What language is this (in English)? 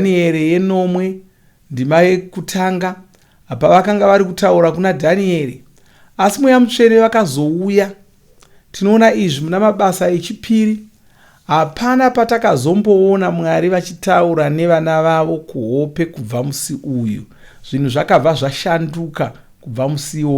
Shona